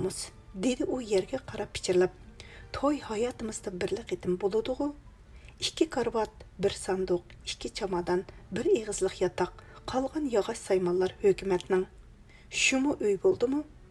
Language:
Uyghur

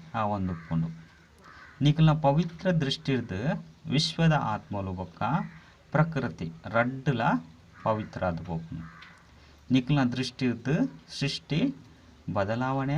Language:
Tulu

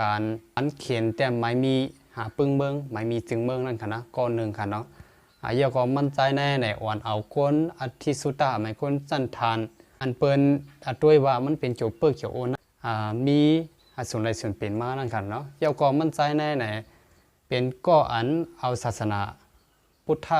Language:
Shan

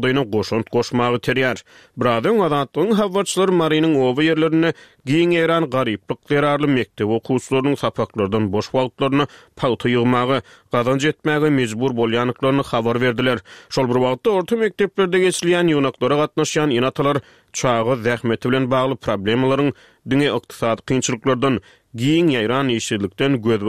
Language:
Turkmen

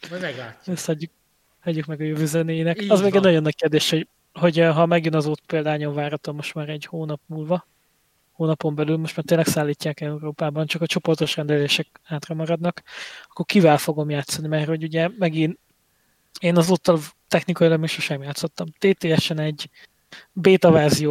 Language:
Hungarian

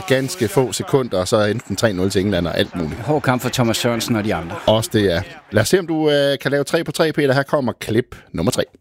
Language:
Danish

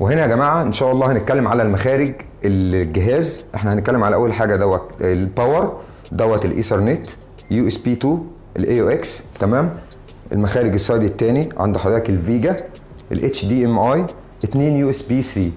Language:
Egyptian Arabic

